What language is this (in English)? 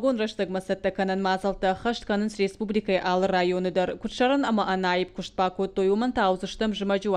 Ossetic